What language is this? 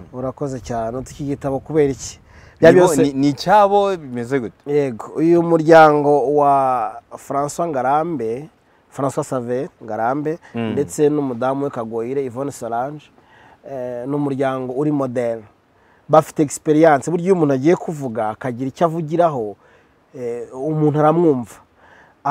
Kinyarwanda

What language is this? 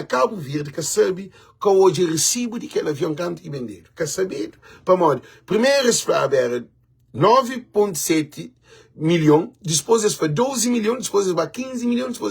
Kabuverdianu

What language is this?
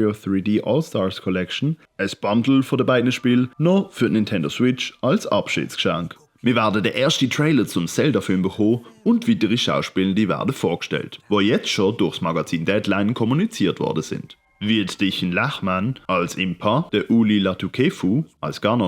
Swiss German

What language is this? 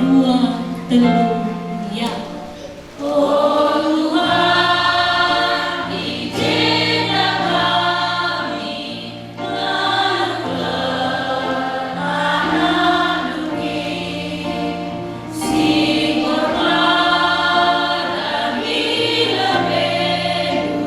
Batak Karo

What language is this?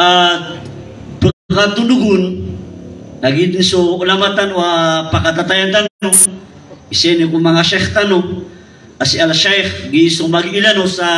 Maranao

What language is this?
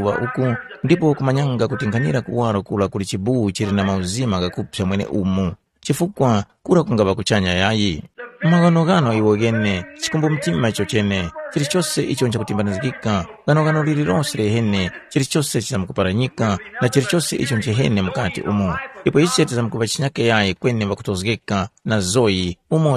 Tumbuka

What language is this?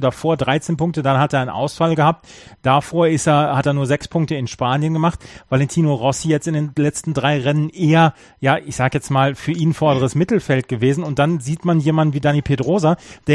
German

